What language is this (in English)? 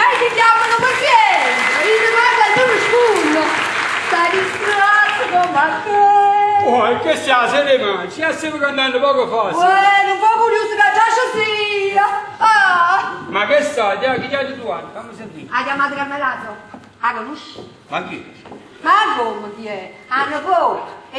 Neapolitan